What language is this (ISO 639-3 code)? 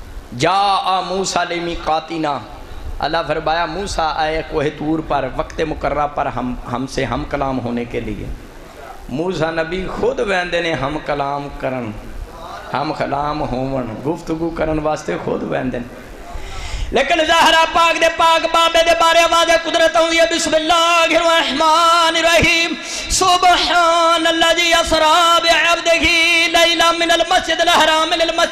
skr